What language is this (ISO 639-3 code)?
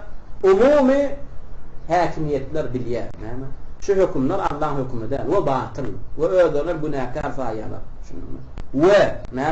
tuk